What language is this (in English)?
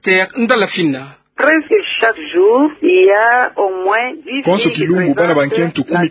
Kituba (Democratic Republic of Congo)